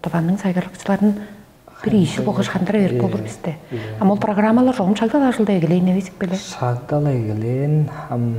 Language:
Tuvinian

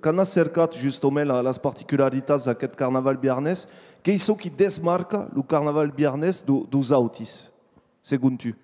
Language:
Occitan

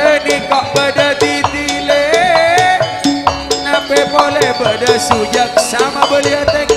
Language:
Madurese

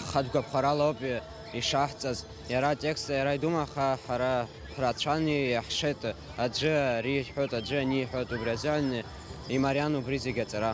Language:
Abkhazian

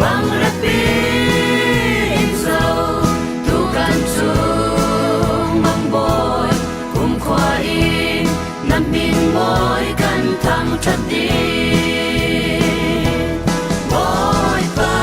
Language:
Falam Chin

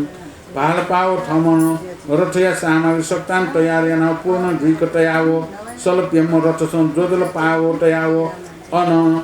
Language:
Newari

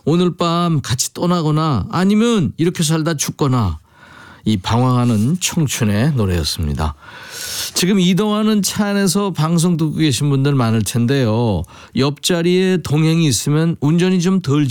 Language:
Korean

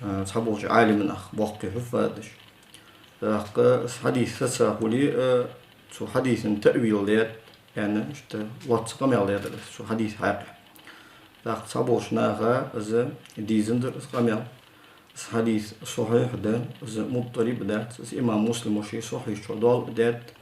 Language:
Ingush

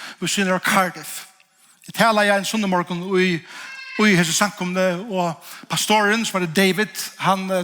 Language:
Faroese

